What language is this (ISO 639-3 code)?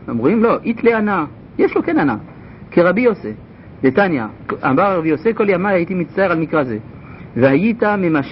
heb